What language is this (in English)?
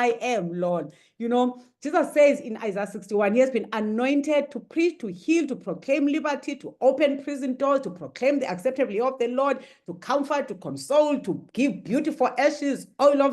English